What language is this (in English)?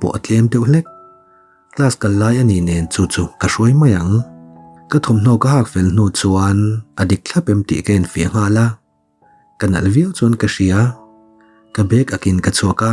Mizo